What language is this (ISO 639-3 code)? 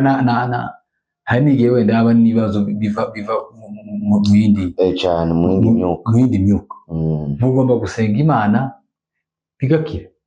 kin